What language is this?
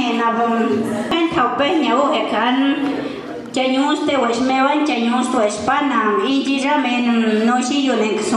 Páez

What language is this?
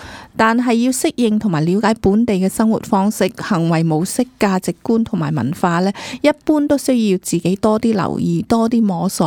Cantonese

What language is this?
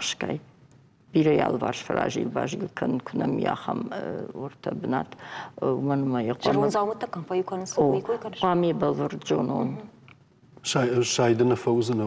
Ossetic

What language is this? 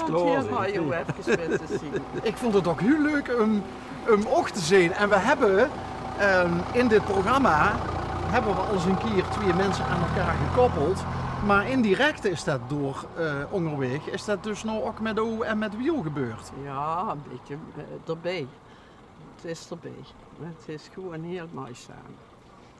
Limburgish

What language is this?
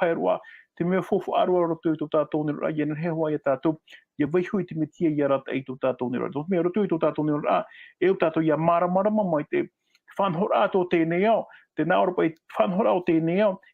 Tahitian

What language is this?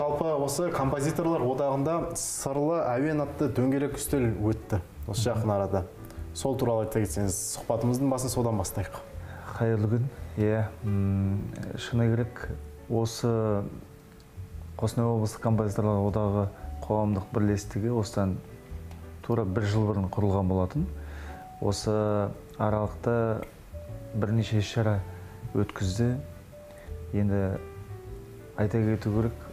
Kazakh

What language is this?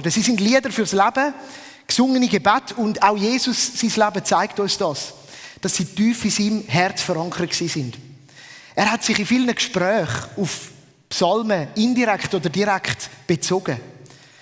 Swiss German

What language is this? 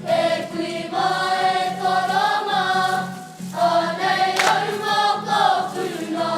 Māori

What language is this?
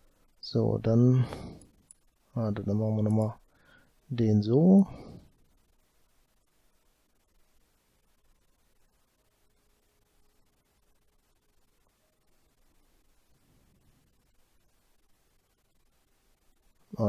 German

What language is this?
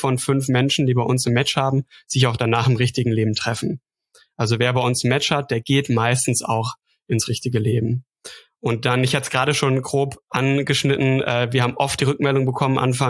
German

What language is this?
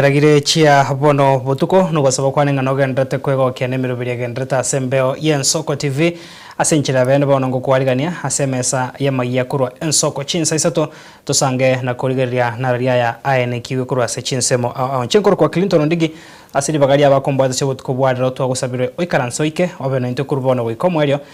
Gusii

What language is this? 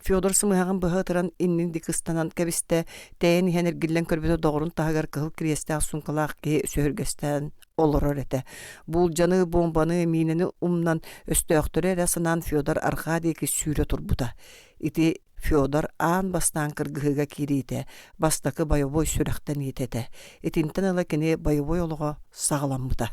Yakut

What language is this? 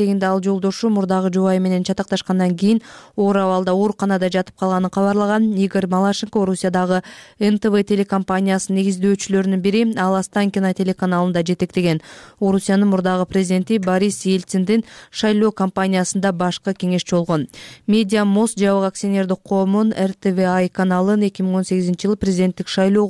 Kyrgyz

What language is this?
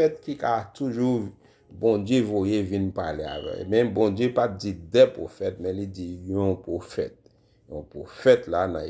Haitian Creole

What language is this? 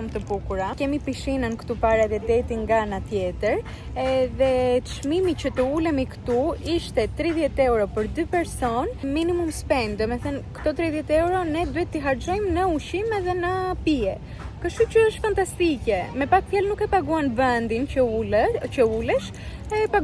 Albanian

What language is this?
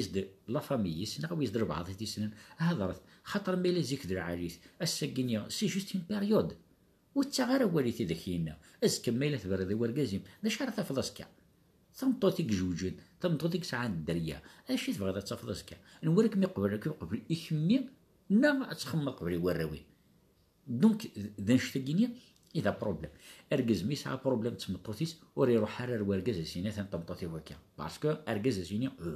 Kabyle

